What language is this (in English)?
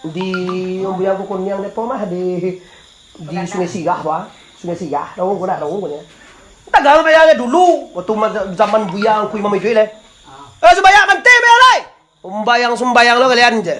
Minangkabau